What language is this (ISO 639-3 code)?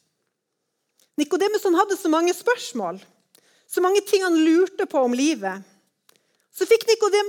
nor